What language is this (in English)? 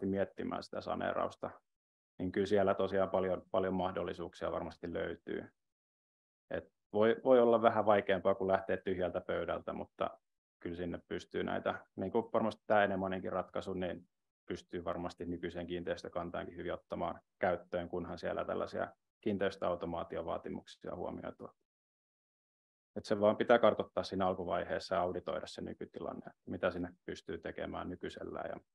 Finnish